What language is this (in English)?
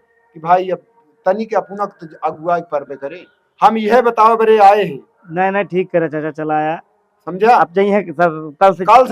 Awadhi